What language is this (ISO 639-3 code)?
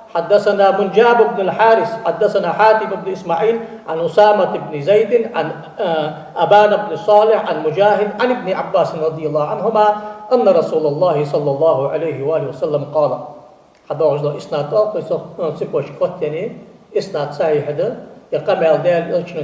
inh